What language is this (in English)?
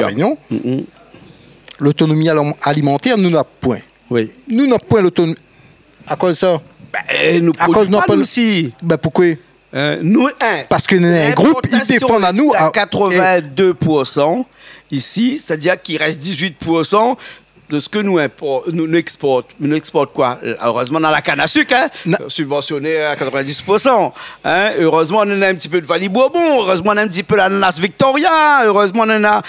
Réunion Creole French